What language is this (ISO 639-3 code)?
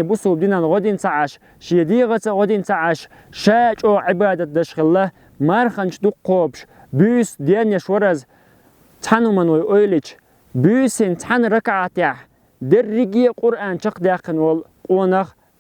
che